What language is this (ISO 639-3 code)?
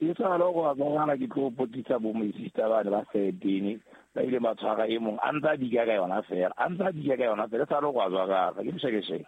sot